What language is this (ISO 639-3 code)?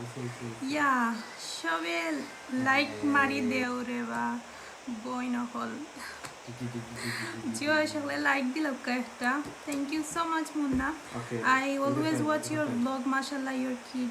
syl